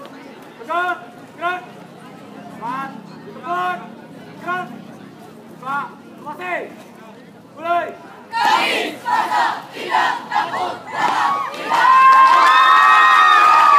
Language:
Indonesian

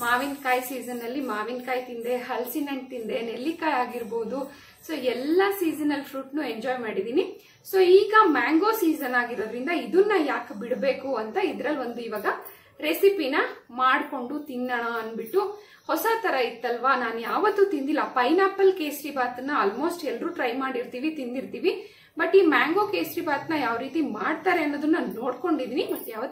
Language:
Kannada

